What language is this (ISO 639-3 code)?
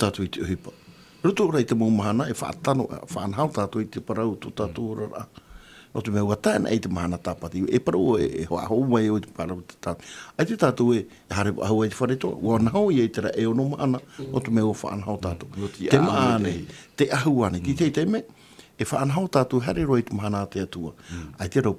tah